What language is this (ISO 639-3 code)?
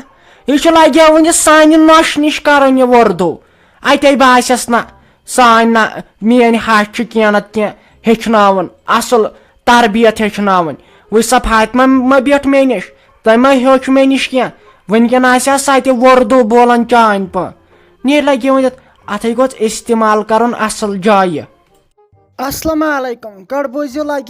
kas